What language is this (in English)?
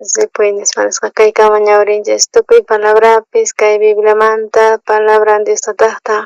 South Bolivian Quechua